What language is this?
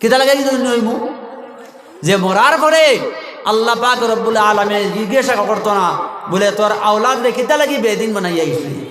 Sylheti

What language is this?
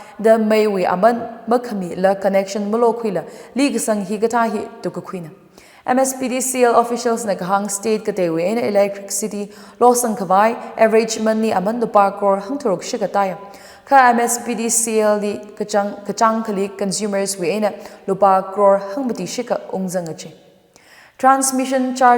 Tangkhul Naga (India)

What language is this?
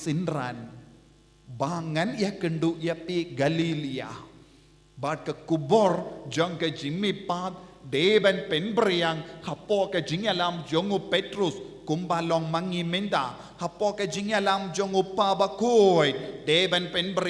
Khasi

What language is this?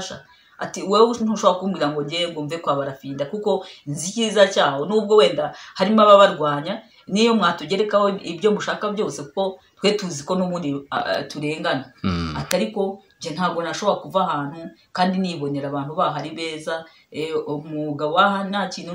Kinyarwanda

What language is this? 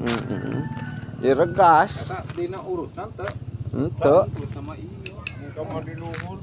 Sundanese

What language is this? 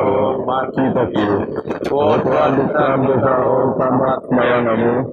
Biatah Bidayuh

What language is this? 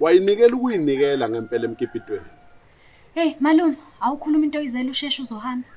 Zulu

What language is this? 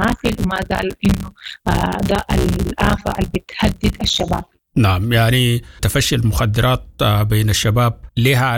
Sudanese Arabic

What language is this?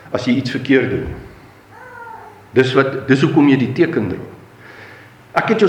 Afrikaans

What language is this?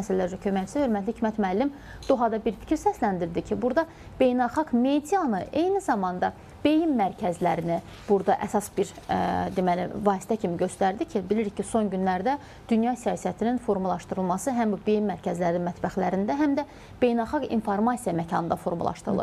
Azerbaijani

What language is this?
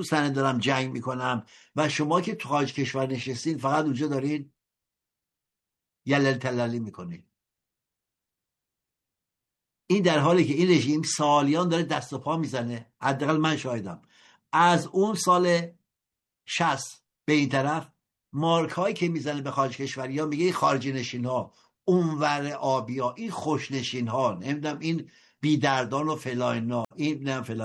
Persian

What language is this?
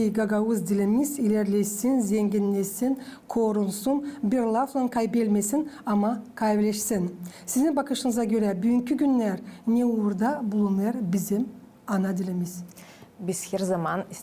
Gagauz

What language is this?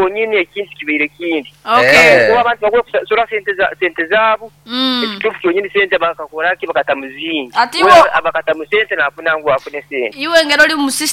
Nyoro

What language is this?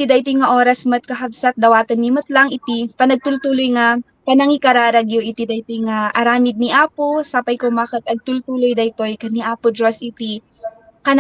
Iloko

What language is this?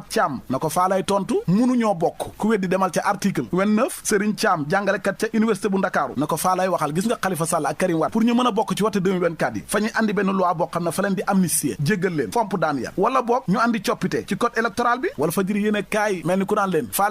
Wolof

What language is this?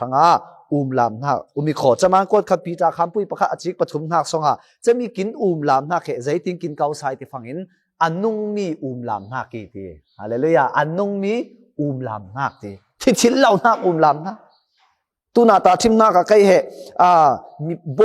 Falam Chin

